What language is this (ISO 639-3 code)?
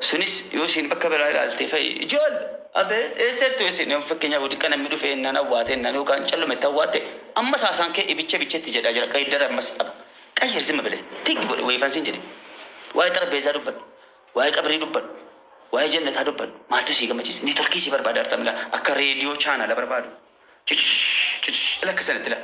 orm